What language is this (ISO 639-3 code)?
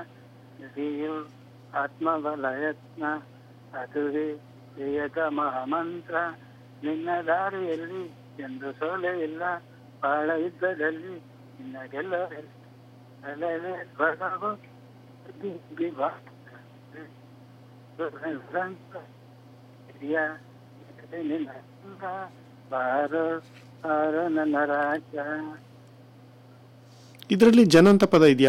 kan